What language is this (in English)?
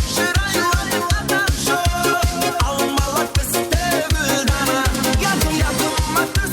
Kara-Kalpak